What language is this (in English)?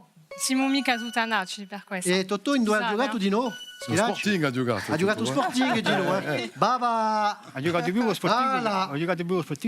Corsican